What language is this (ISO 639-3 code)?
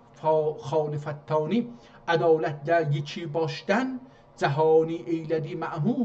azb